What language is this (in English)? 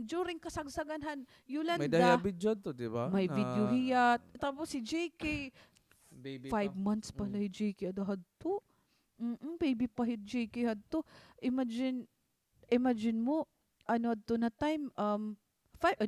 Waray